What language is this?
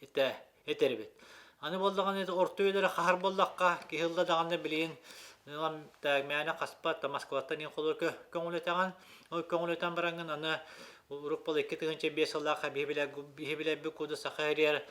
Yakut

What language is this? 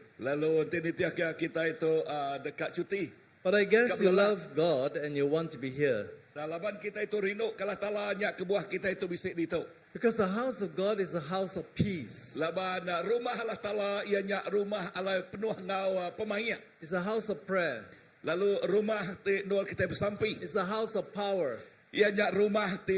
Iban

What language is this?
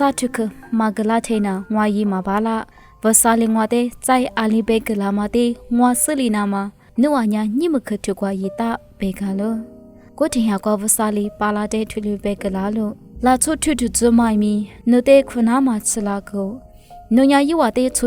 Lisu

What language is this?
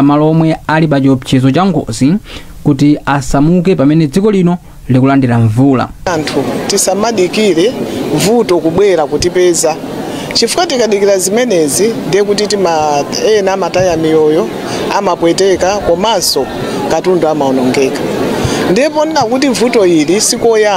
Nyanja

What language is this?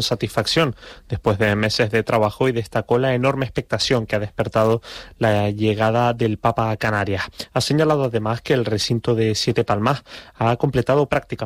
Spanish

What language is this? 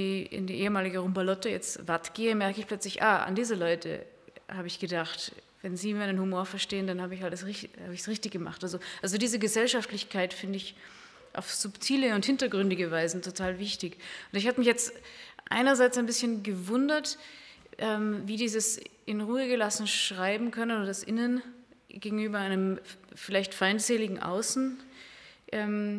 German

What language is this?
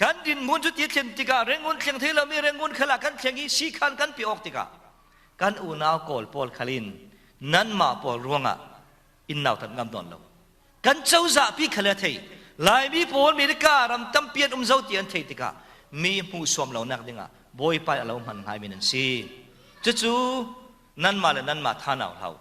Falam Chin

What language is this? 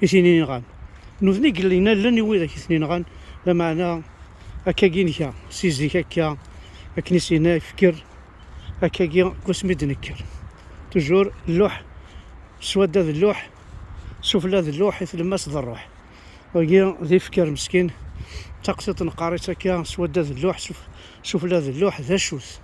Kabyle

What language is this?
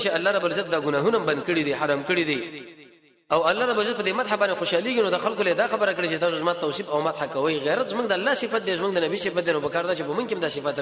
Pashto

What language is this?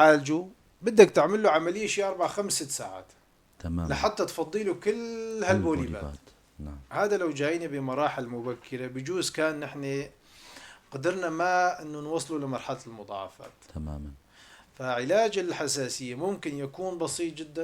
North Levantine Arabic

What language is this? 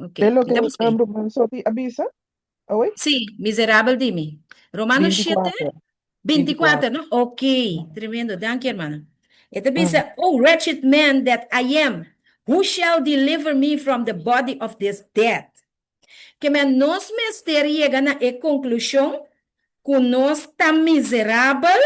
Papiamento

